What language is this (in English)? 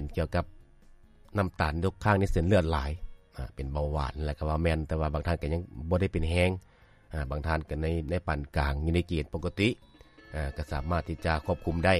Lao